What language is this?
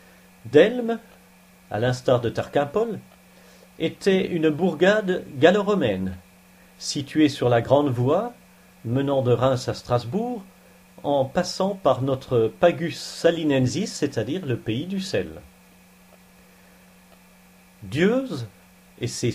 French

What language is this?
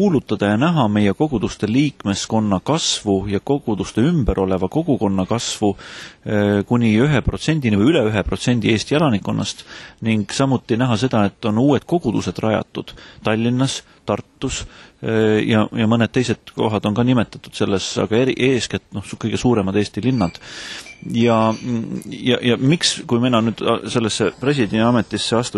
Estonian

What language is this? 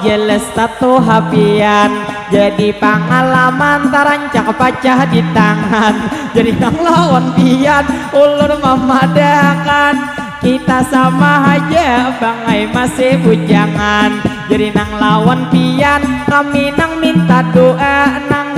Banjar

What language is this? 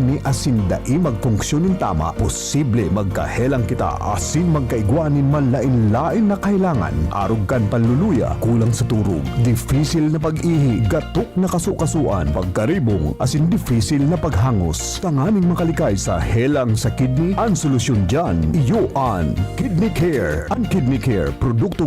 Bikol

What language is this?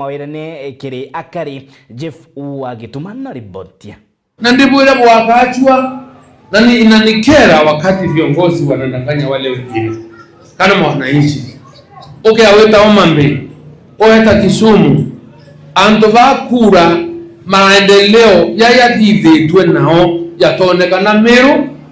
Meru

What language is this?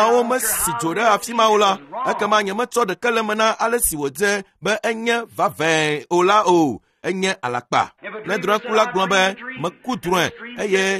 Ewe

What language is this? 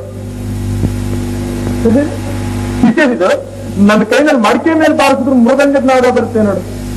Kannada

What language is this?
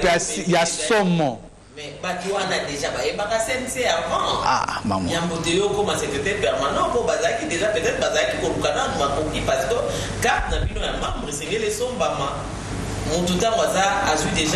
French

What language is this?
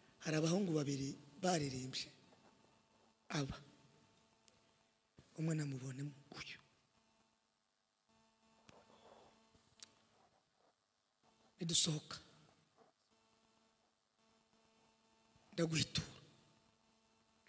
Kinyarwanda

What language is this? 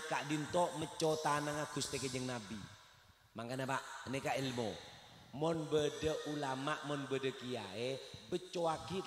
Madurese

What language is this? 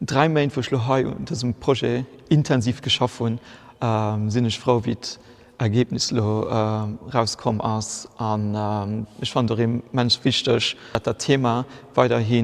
Luxembourgish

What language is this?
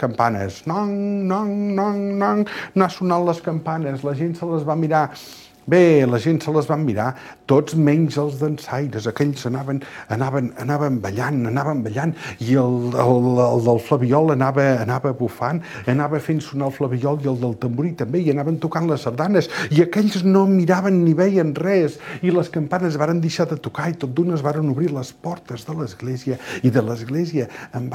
Catalan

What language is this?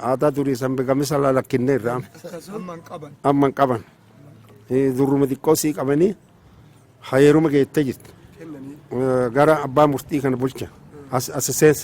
Oromo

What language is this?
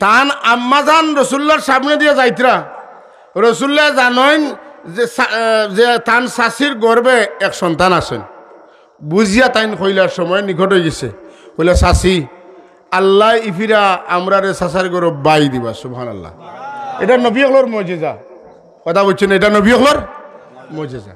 Sylheti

